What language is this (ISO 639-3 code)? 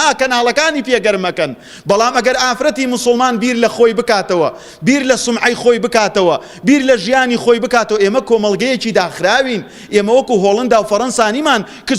ckb